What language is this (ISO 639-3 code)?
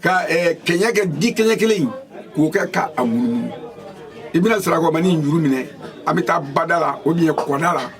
bam